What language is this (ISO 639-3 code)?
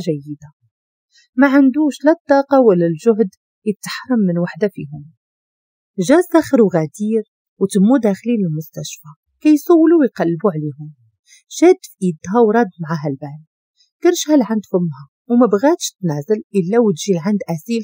ary